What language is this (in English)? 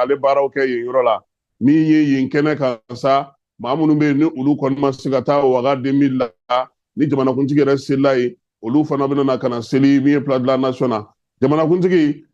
Bambara